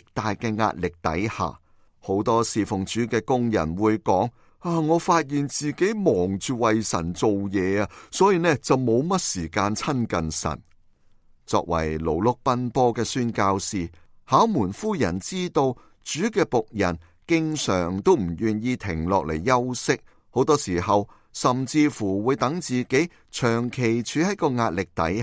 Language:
Cantonese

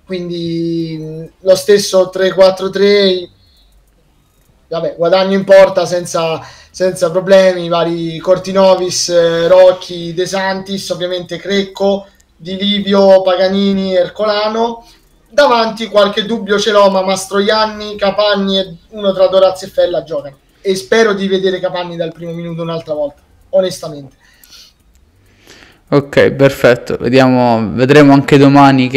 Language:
Italian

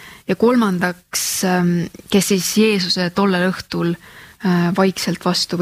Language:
Estonian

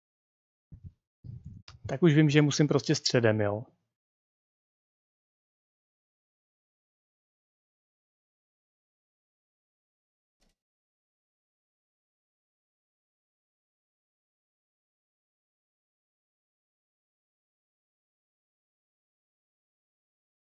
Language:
Czech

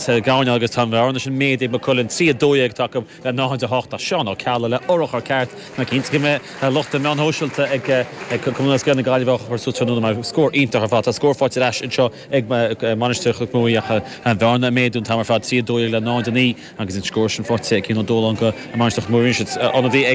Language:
Irish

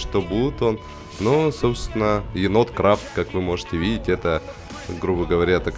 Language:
Russian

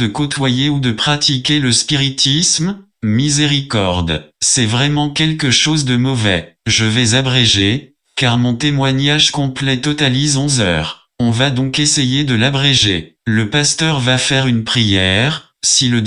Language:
French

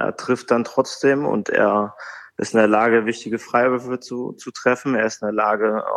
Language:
German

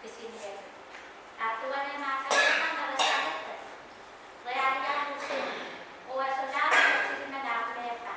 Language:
Pohnpeian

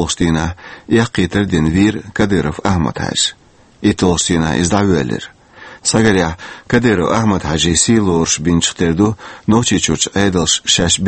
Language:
Chechen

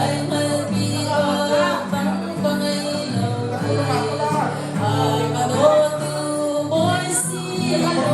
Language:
Hakha Chin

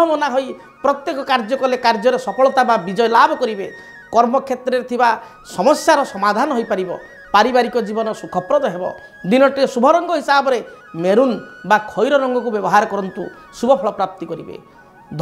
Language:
Odia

